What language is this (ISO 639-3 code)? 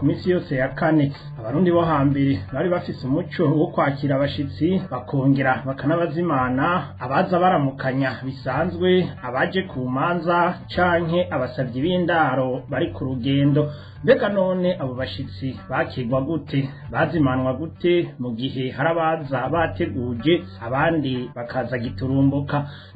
run